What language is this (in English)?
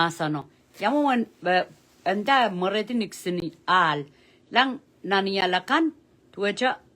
Pohnpeian